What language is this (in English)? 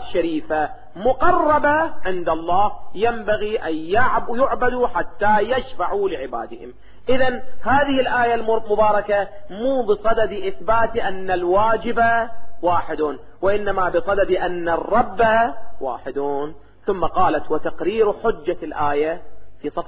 Arabic